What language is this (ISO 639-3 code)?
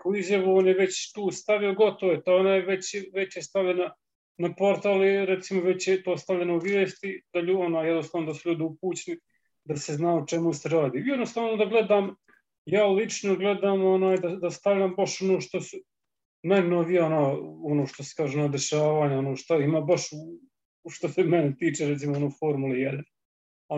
srp